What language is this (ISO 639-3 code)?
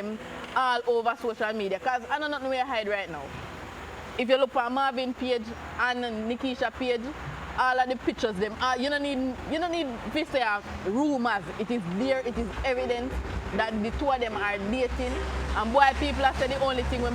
jam